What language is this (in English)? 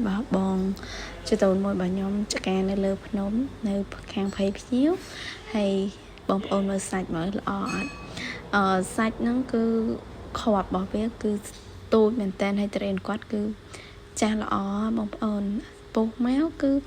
Khmer